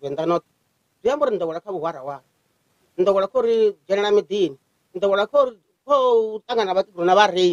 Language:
Venda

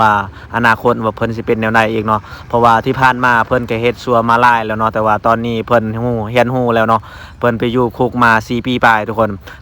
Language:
Lao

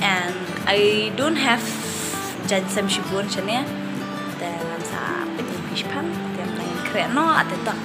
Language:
Khasi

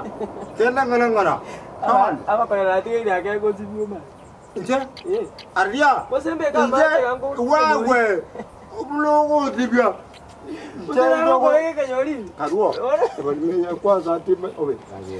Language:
Gusii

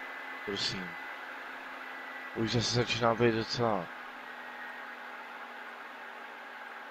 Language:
Czech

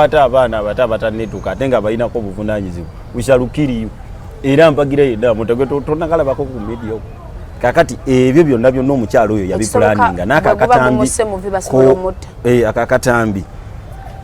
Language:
Ganda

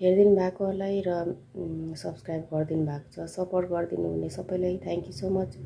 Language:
Nepali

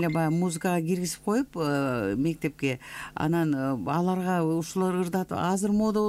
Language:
Kyrgyz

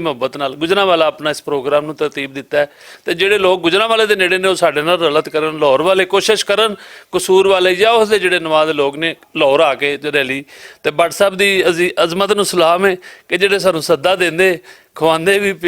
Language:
Western Panjabi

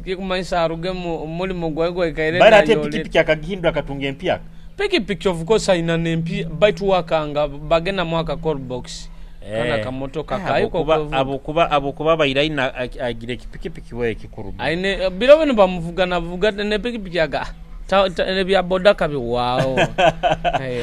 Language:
Nyoro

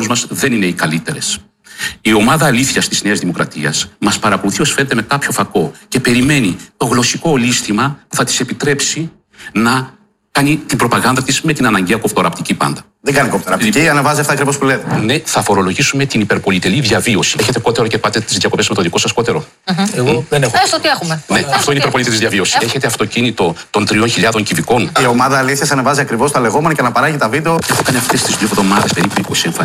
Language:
Greek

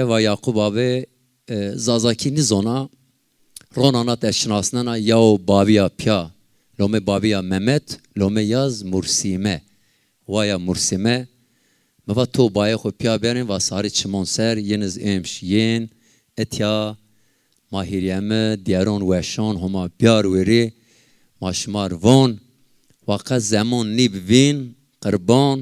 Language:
Zaza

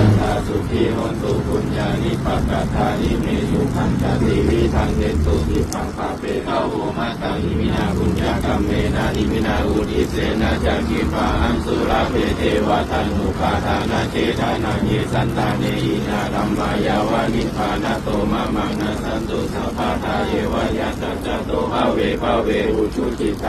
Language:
Pali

